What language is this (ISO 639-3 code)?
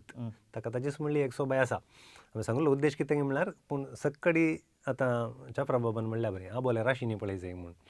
kok